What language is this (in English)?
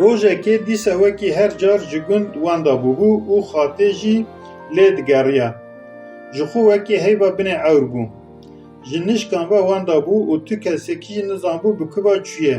Kurdish